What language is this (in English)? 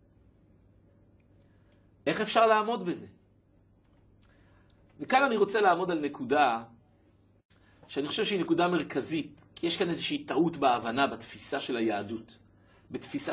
Hebrew